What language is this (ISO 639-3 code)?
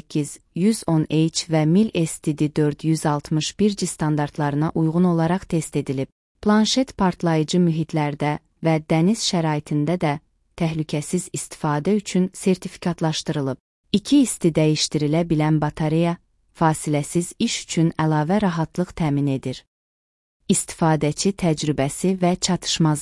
aze